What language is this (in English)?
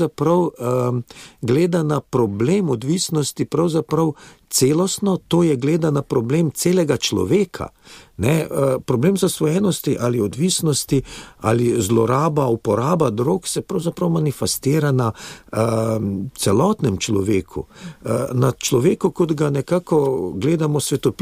Slovenian